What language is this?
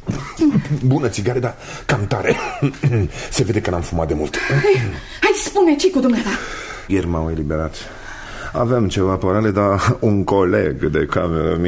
Romanian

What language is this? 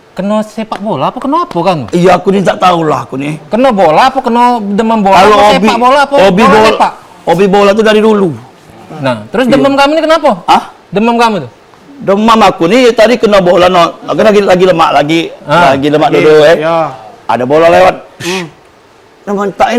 Musi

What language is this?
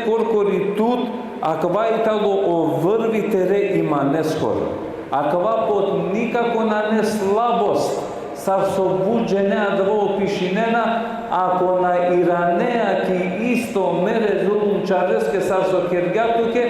Balkan Romani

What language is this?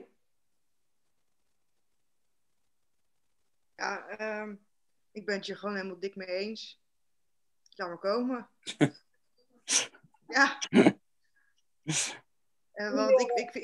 Dutch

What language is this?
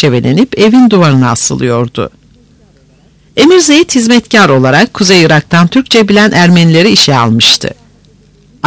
Turkish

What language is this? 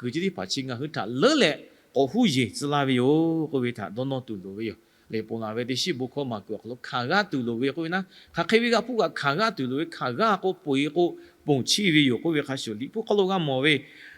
Lahu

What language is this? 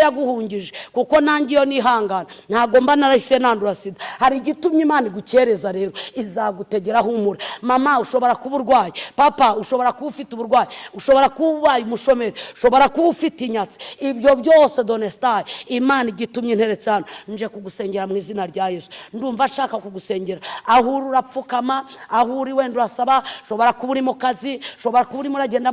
Kinyarwanda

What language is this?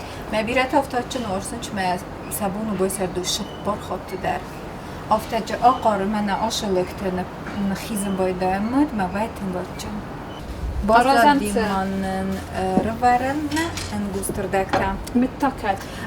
Ossetic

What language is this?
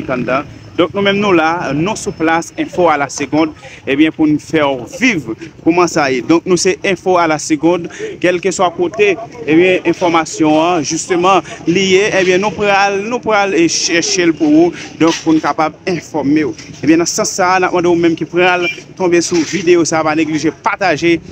Haitian Creole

